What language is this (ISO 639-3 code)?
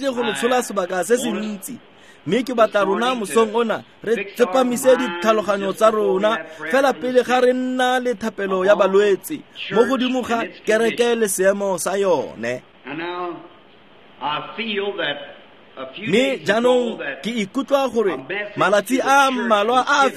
tsn